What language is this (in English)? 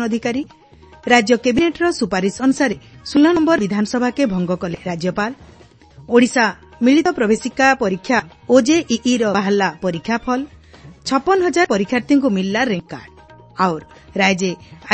Odia